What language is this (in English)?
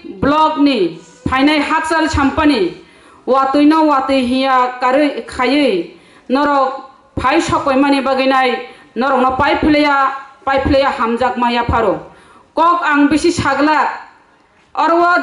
Kok Borok